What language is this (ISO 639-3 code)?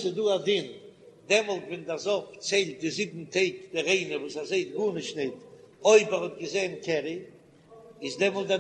yid